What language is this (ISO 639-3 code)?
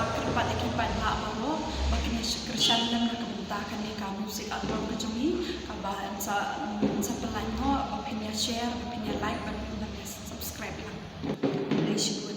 kha